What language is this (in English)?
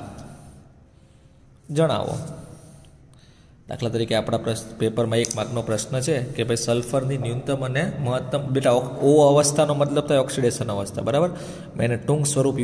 Gujarati